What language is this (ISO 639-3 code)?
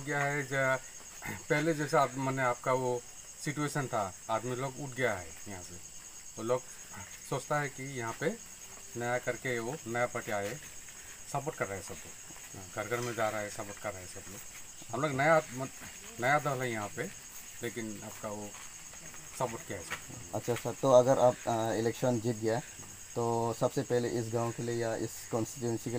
mjw